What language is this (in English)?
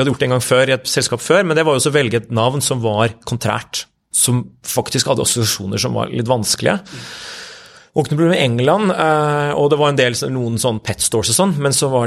Norwegian